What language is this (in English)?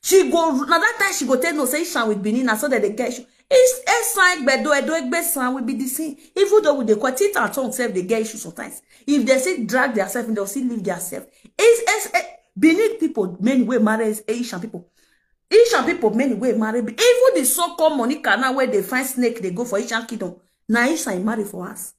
Nigerian Pidgin